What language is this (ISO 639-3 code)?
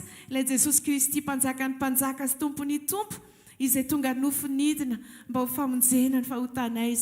mlg